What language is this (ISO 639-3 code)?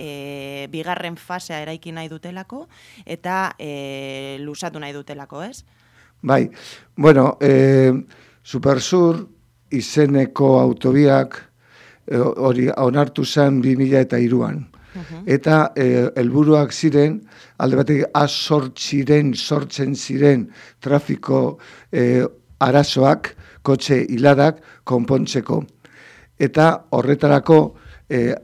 eus